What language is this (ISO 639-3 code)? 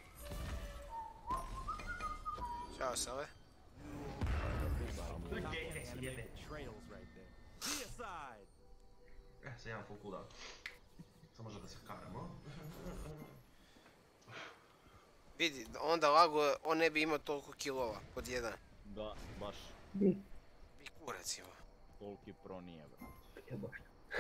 hrv